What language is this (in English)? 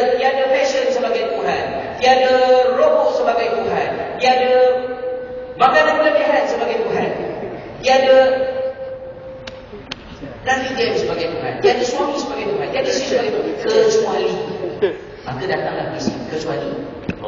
Malay